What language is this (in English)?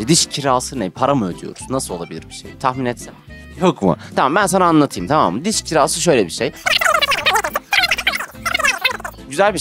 Turkish